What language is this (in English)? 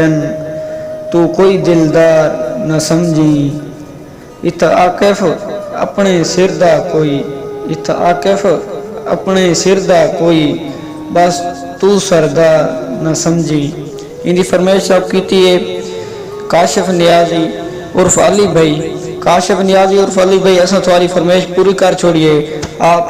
Saraiki